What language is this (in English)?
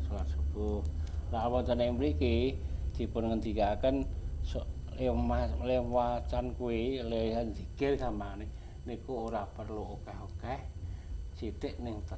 Javanese